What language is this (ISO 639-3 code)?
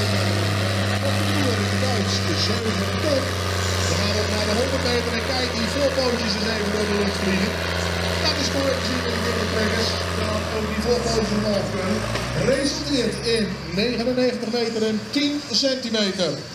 nld